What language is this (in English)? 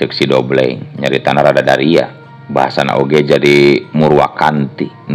Sundanese